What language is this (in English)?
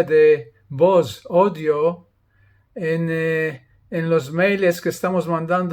Ladino